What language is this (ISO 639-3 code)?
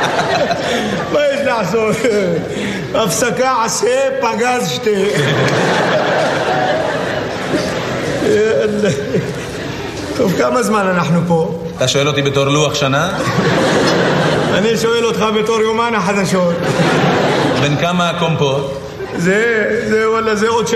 heb